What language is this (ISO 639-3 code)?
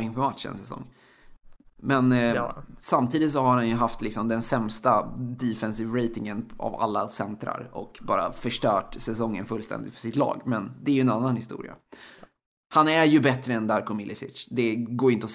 swe